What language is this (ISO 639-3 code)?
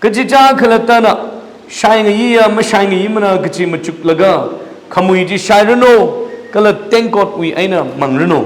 nmf